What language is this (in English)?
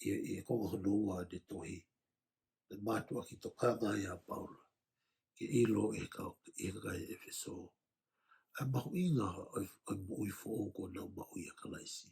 Tongan